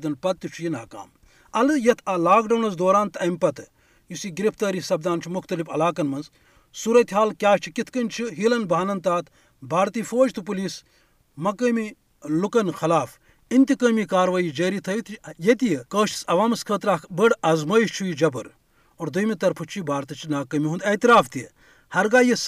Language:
Kashmiri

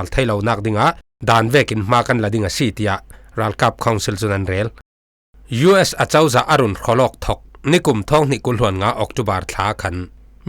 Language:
Falam Chin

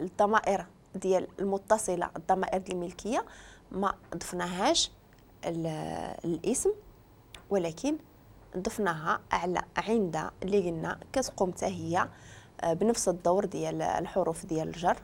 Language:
Moroccan Arabic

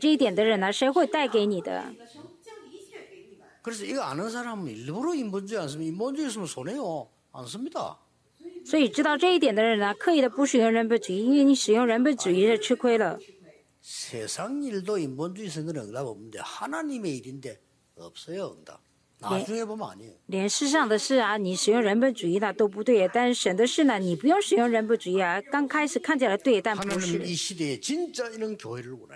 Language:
Korean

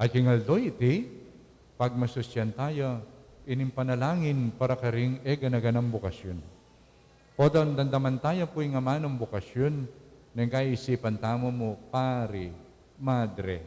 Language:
Pampanga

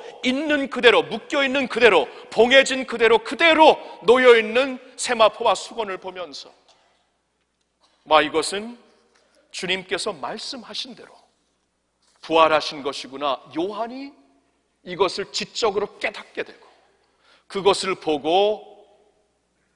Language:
Korean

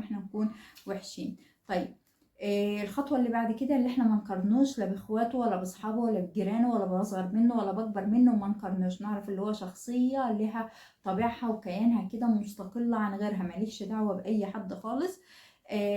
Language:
Egyptian Arabic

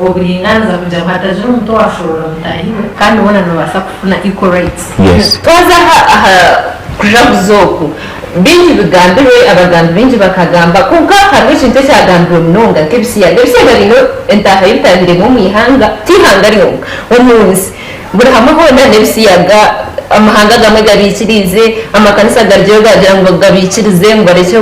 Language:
Nyankole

